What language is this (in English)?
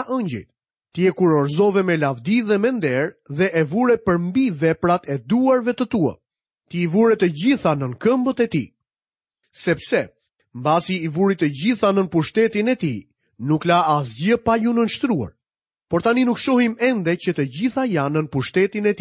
Albanian